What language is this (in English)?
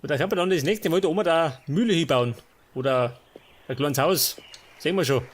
Bavarian